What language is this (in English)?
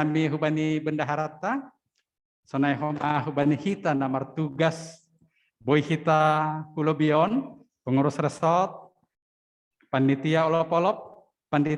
Batak Simalungun